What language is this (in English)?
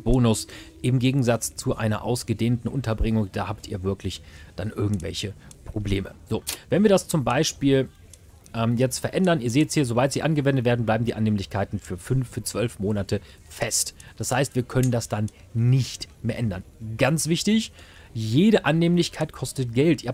German